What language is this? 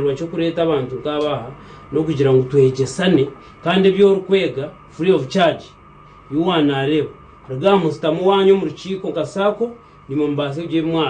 Nyankole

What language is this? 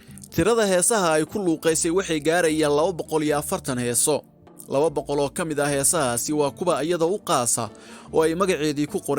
Somali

